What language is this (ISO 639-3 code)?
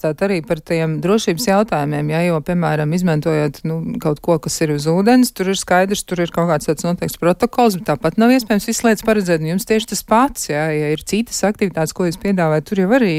lav